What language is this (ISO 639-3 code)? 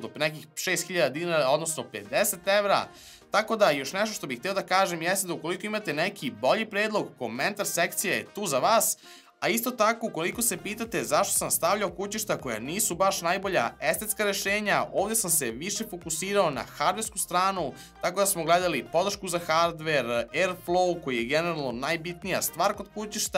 srp